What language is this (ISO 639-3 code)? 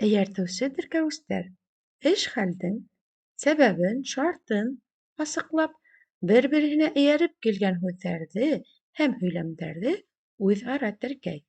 bak